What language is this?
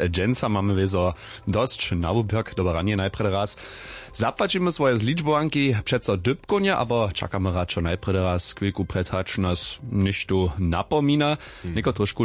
Upper Sorbian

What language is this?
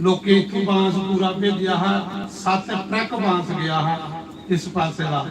Dogri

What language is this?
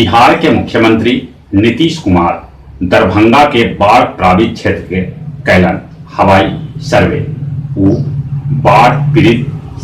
Magahi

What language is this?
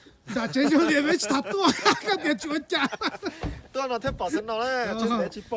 Hmong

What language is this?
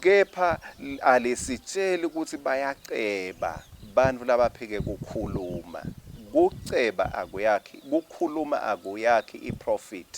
Swati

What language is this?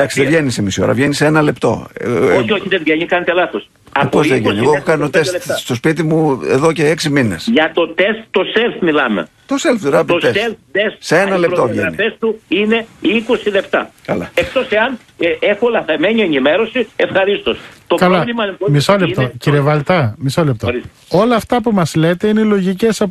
Greek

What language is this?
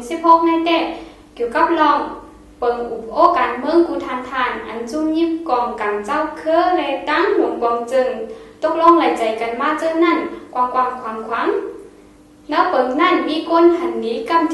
Shan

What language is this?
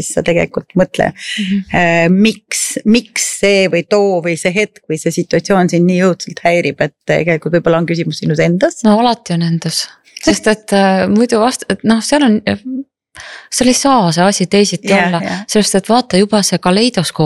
Estonian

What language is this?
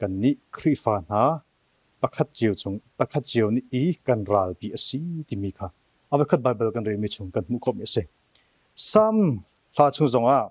Hakha Chin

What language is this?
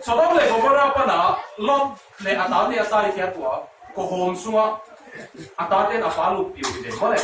Tedim Chin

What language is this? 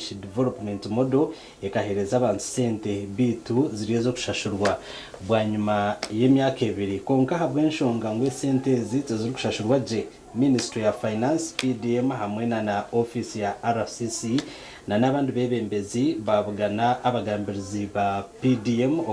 Nyankole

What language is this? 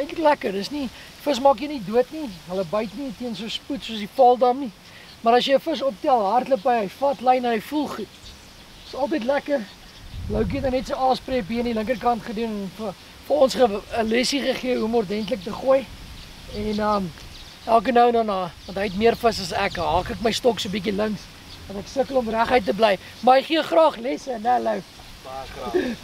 Afrikaans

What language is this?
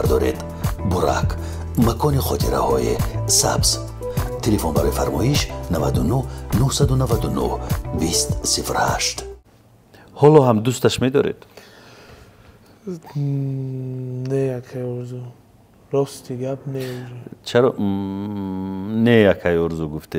Persian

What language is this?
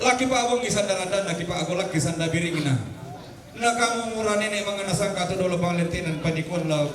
Toraja-Sa'dan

